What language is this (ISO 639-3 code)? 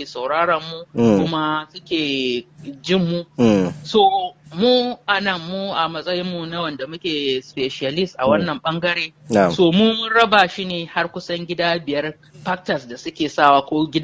hau